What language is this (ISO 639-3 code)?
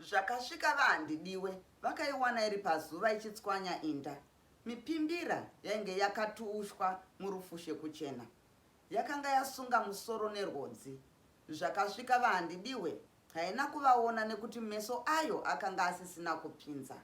sna